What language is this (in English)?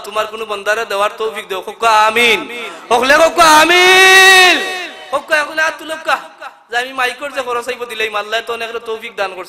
Sylheti